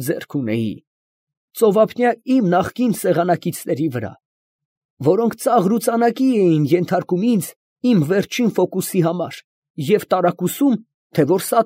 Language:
Armenian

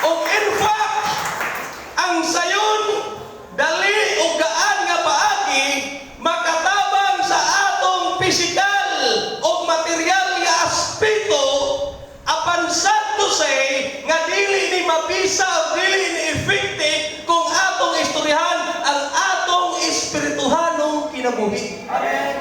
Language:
Cebuano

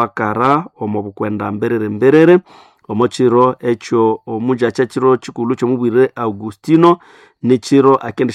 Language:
Nande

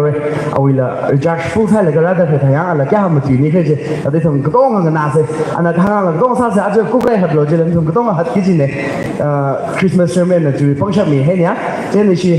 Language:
Tangkhul Naga (India)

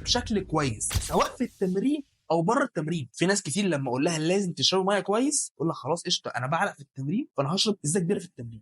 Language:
Egyptian Arabic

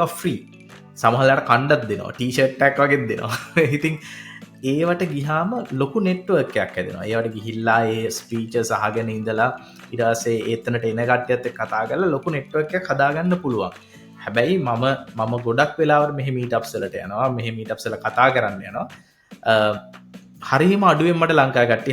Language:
Sinhala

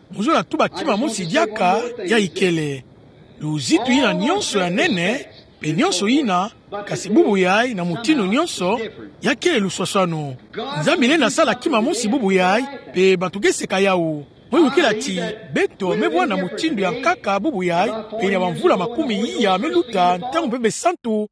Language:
Kituba (Democratic Republic of Congo)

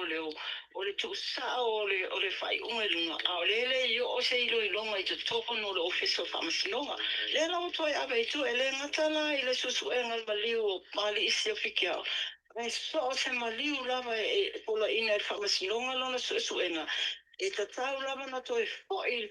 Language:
Samoan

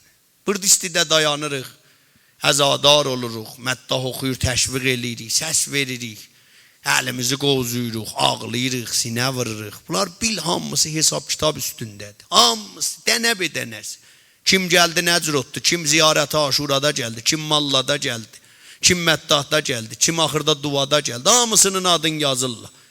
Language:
South Azerbaijani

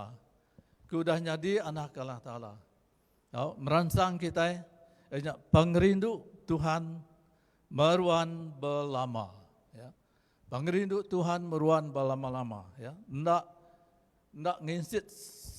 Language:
Iban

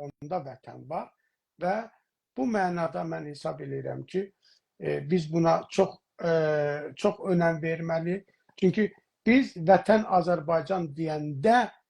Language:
South Azerbaijani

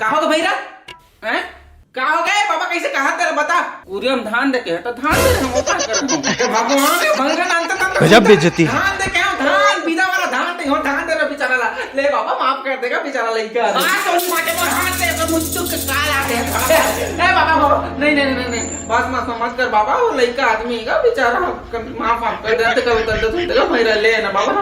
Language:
Chhattisgarhi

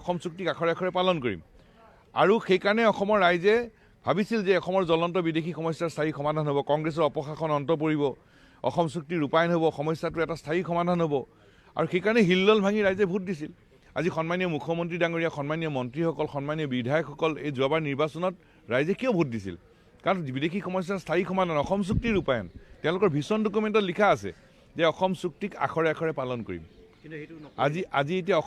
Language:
Assamese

